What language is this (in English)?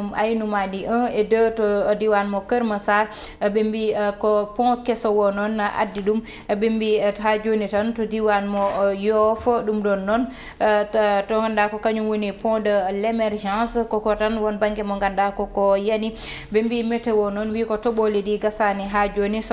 Fula